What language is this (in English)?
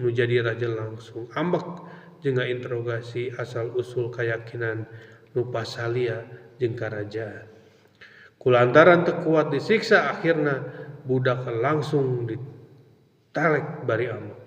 Sundanese